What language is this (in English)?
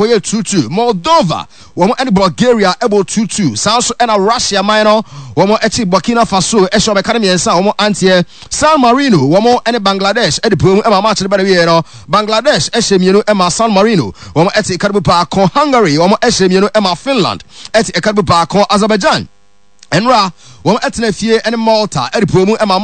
Akan